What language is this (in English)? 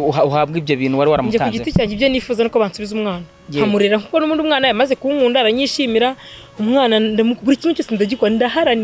Kinyarwanda